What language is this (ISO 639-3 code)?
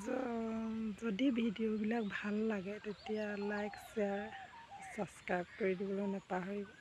asm